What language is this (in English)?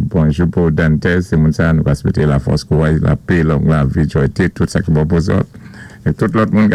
Saint Lucian Creole French